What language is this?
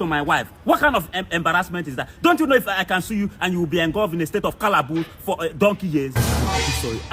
Nigerian Pidgin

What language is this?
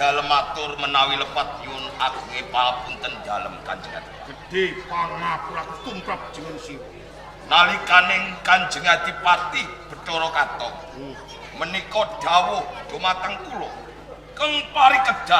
Javanese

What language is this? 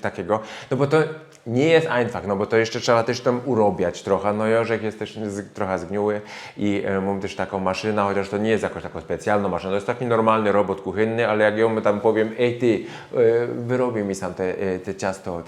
Silesian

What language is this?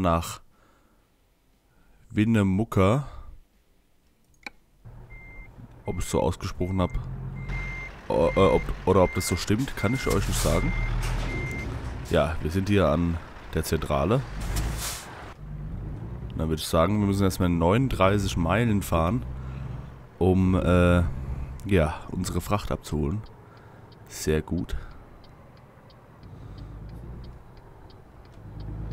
German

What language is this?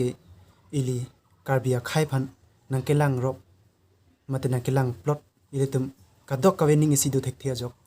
Karbi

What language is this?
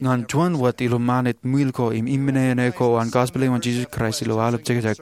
Marshallese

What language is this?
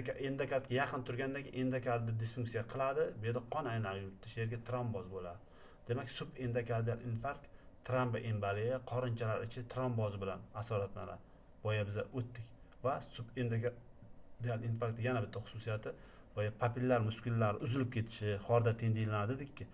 Uzbek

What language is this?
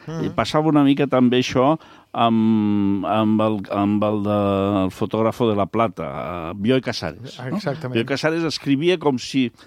Catalan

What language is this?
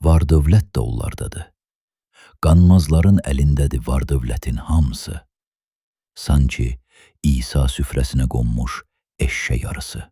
Azerbaijani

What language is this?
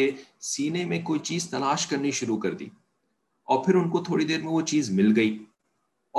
Urdu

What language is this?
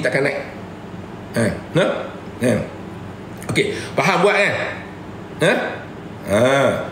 Malay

